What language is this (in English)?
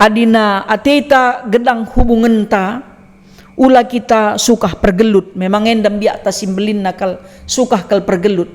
Batak Karo